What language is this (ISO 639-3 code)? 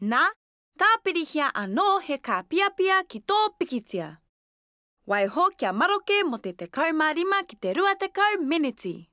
mri